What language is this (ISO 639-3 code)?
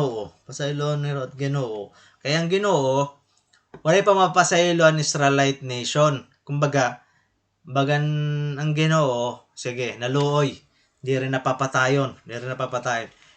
war